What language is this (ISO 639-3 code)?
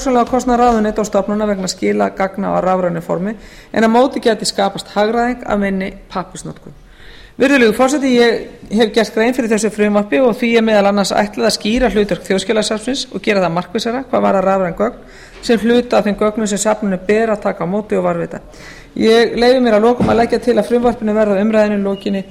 isl